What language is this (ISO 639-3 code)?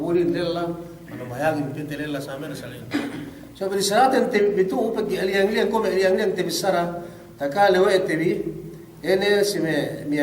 yka